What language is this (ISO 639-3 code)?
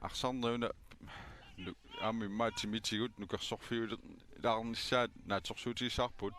kal